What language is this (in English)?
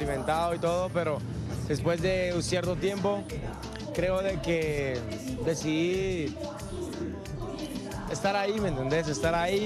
Spanish